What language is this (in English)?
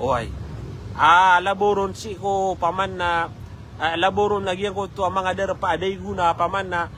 Maranao